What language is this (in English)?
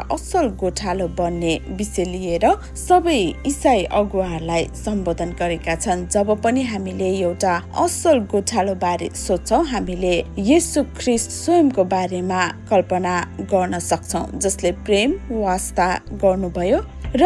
Nepali